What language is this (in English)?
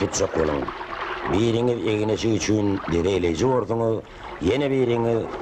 Turkmen